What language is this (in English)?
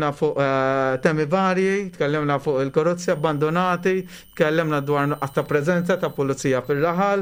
Maltese